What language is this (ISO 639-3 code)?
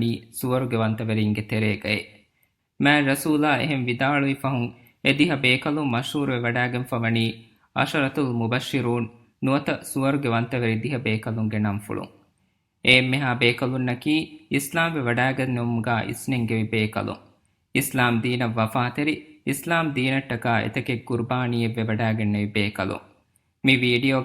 div